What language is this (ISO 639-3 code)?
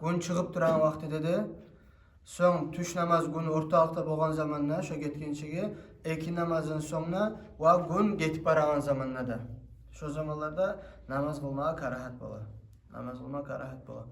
kum